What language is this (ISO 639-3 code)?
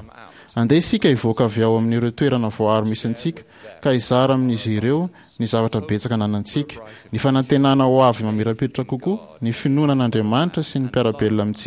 mlg